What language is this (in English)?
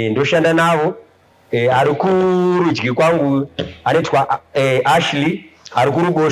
Shona